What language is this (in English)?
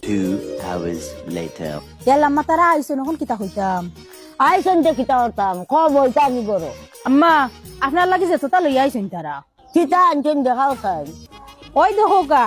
Sylheti